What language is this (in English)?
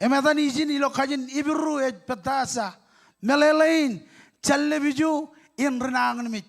Marshallese